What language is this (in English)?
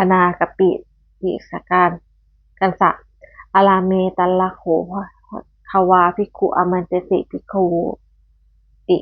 Pali